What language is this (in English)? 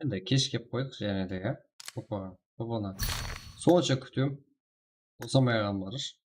Kara-Kalpak